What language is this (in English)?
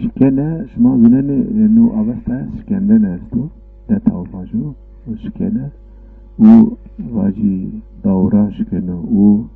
Zaza